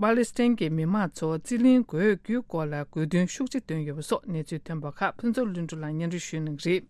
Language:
Tibetan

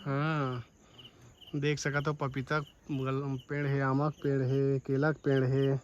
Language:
Chhattisgarhi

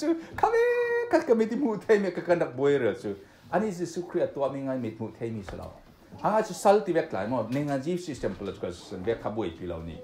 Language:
Falam Chin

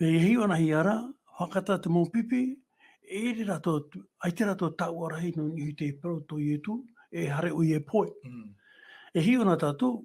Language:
Tahitian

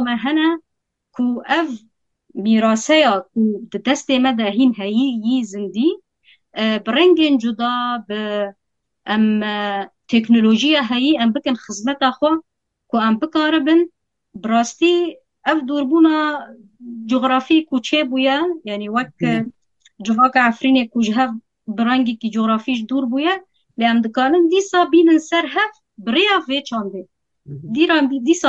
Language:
Kurdish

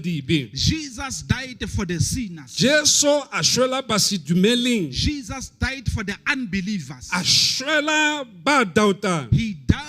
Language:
Southern Sotho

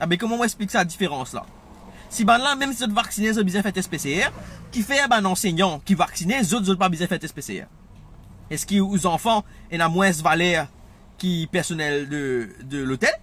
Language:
Morisyen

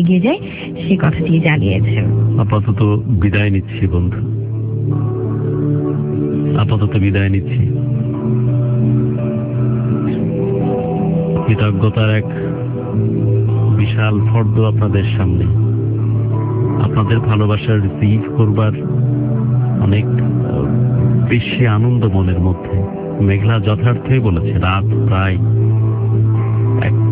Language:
Bangla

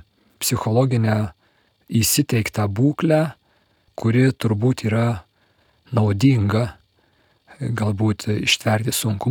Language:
Lithuanian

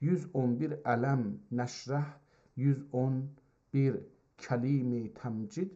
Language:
South Azerbaijani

